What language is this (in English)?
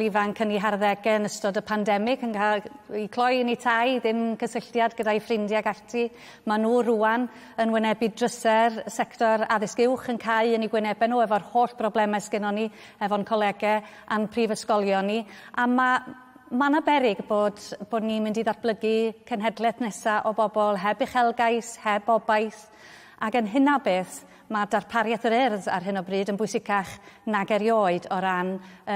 Welsh